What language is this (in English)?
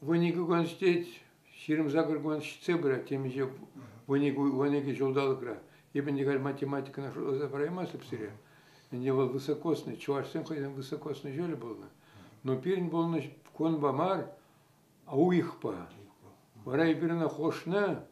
Chuvash